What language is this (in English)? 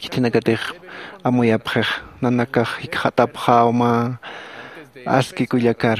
Aymara